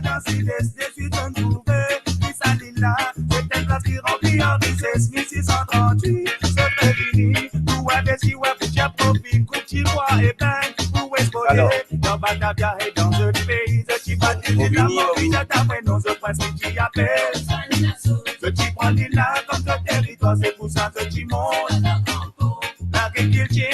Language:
Morisyen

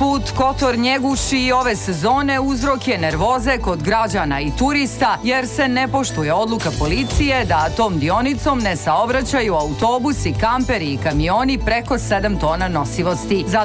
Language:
Serbian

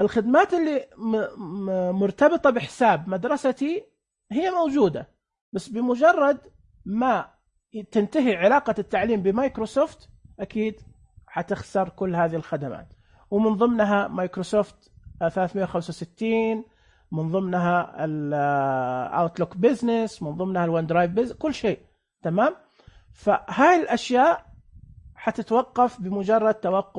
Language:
Najdi Arabic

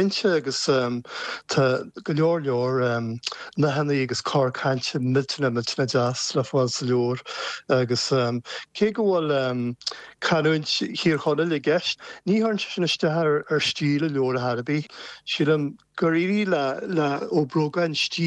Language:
Irish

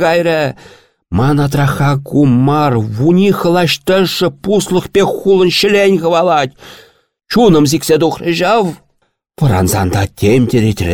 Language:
Chuvash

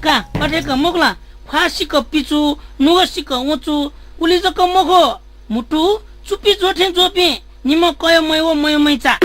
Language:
Newari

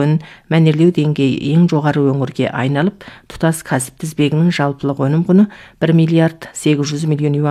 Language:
Kazakh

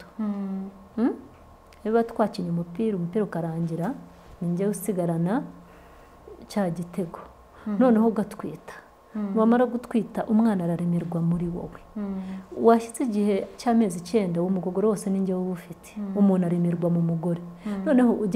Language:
Kinyarwanda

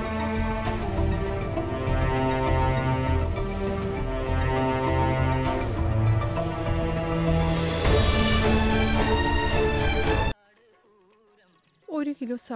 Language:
Malayalam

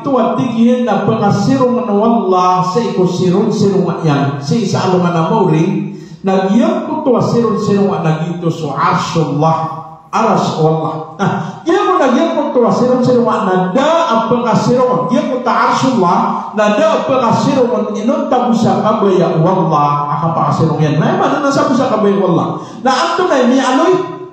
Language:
Maranao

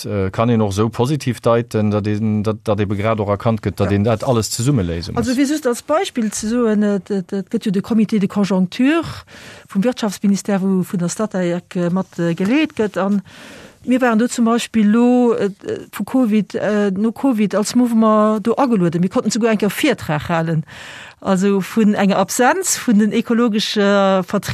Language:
Luxembourgish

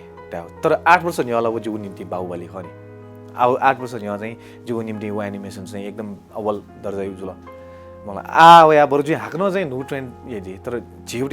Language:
Newari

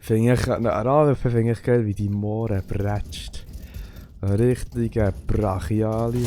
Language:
Swiss German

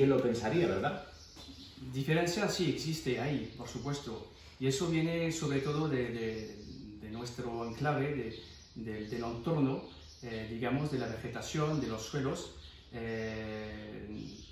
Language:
Spanish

